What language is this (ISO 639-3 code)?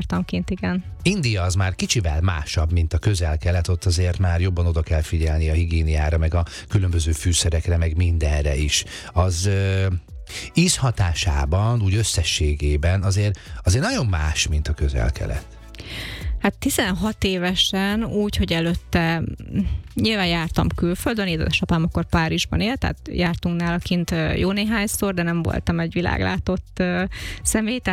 hun